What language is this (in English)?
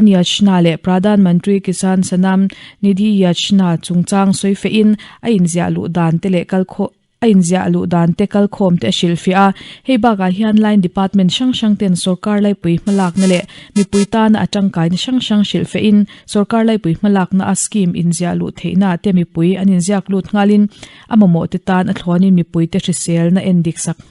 Mizo